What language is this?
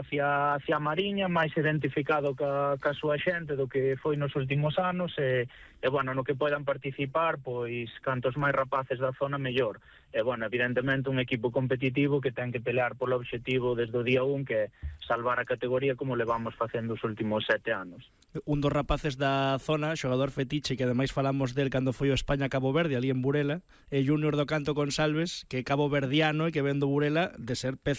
Galician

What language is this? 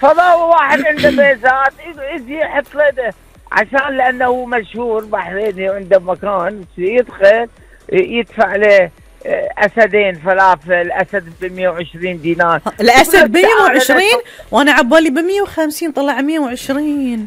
Gulf Arabic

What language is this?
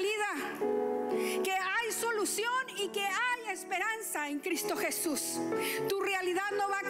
Spanish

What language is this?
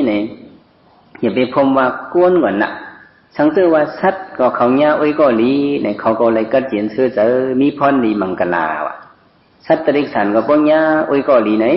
Shan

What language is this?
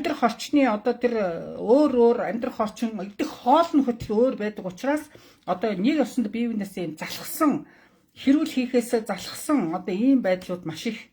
Mongolian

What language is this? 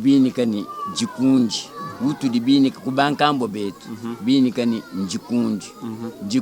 Luba-Lulua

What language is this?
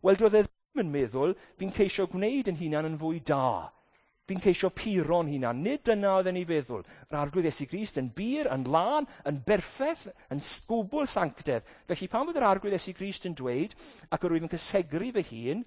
Welsh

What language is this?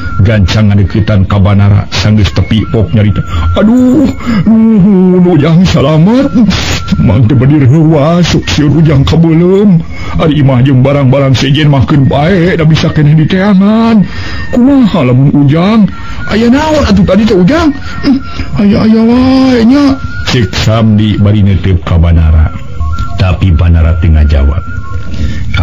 Sundanese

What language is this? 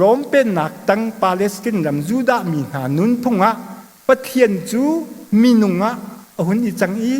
Hakha Chin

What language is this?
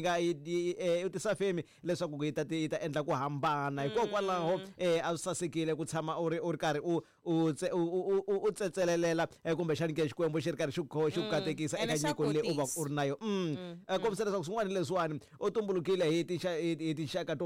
Tsonga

